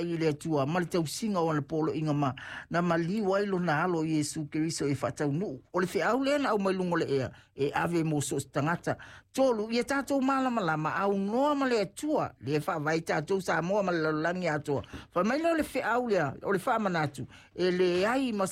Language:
Samoan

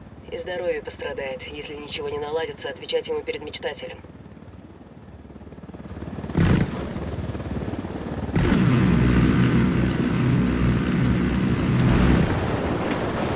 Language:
Russian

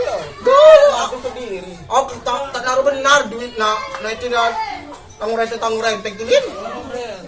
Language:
Musi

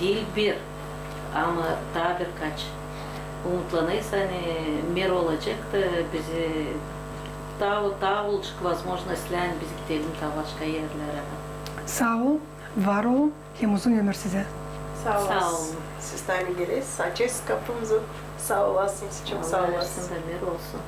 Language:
Gagauz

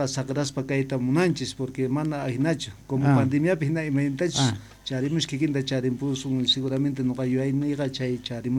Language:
South Bolivian Quechua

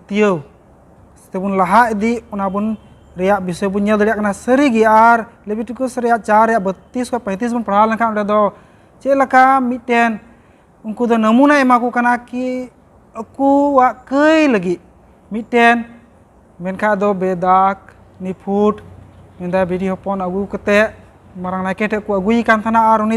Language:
Santali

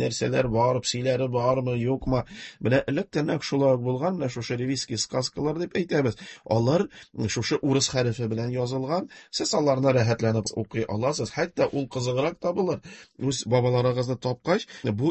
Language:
Tatar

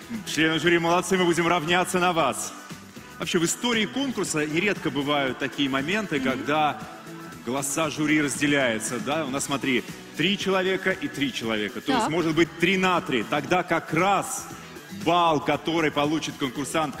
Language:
Russian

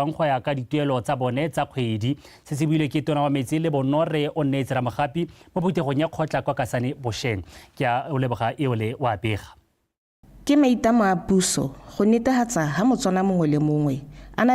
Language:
Tswana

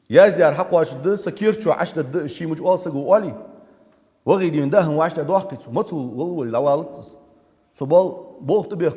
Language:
Ingush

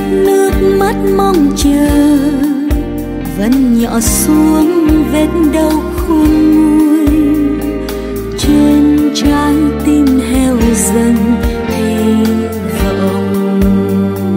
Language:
Vietnamese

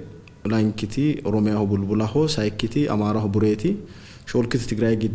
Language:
Sidamo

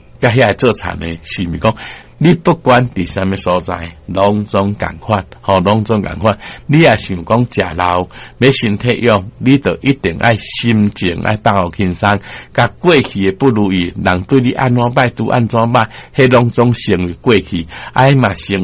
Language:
Min Nan Chinese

